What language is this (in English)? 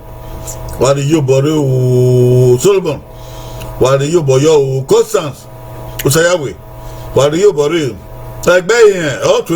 Bini